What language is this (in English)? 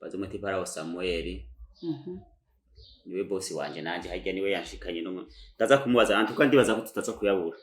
Rundi